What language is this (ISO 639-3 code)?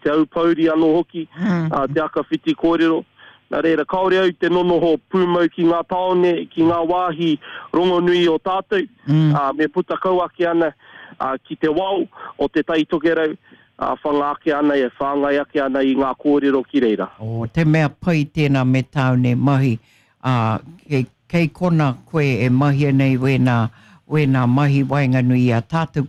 mri